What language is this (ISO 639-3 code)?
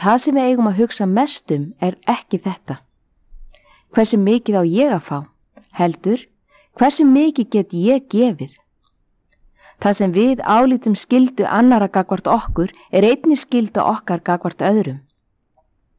isl